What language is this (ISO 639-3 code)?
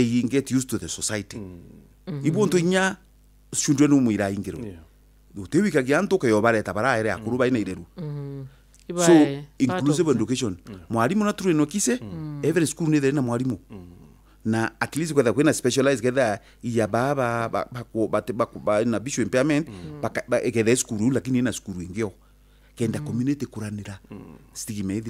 mer